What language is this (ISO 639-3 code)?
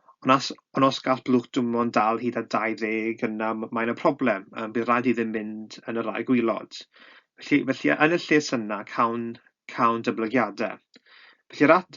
cym